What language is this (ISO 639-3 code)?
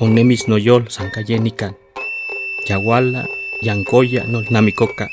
nci